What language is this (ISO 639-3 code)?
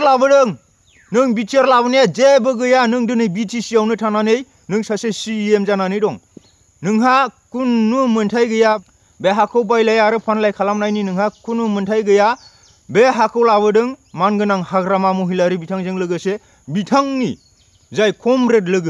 brx